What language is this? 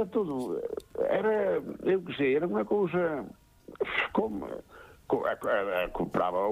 Galician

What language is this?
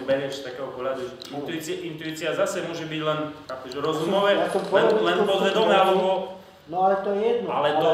Slovak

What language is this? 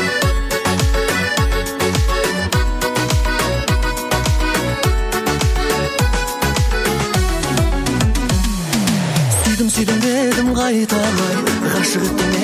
Kazakh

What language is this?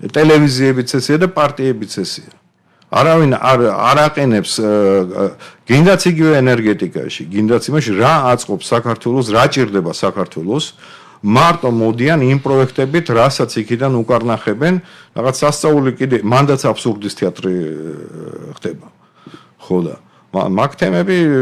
Georgian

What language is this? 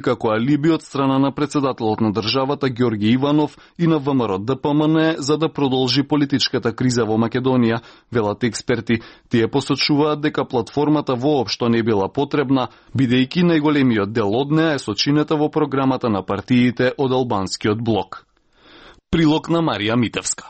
Macedonian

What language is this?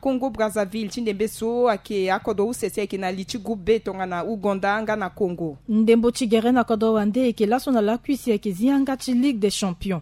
Sango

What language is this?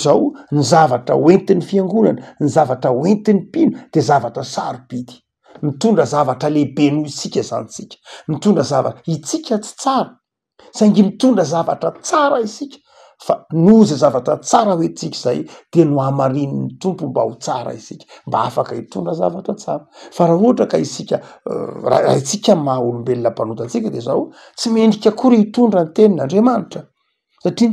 Malagasy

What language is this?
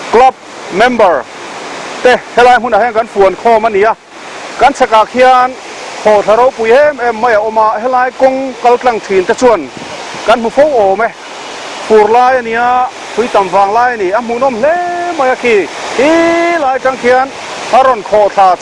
Mizo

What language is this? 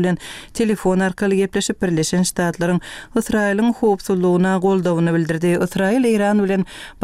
Turkmen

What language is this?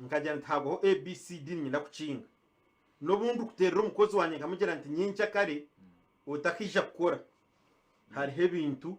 Nyankole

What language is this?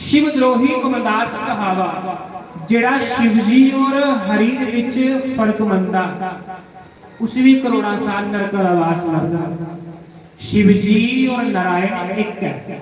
Dogri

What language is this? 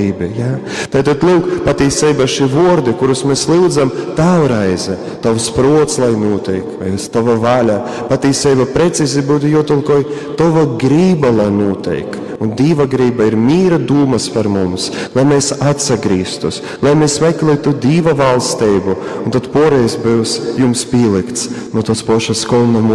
Latgalian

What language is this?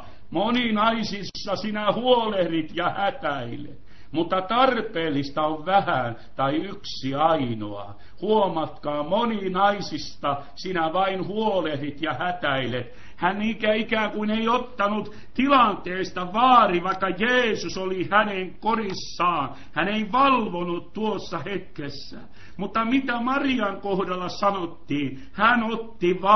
Finnish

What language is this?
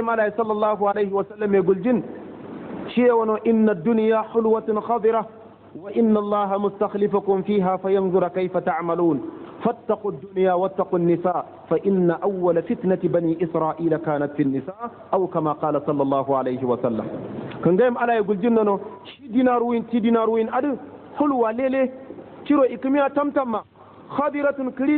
Hausa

